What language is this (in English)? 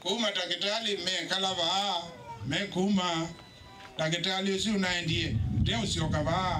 Kamba